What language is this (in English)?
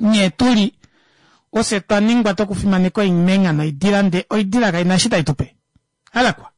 Kuanyama